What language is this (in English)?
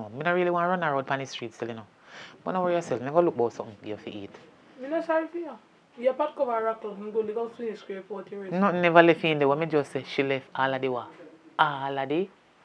Jamaican Creole English